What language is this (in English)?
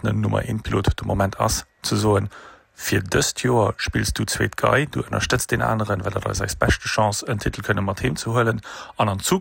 Luxembourgish